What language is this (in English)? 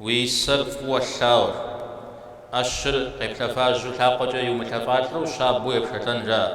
Kabardian